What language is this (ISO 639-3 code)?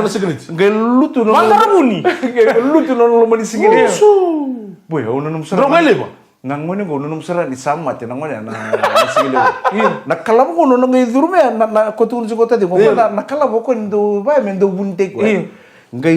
fij